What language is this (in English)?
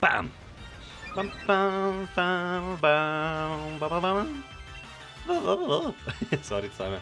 Swiss German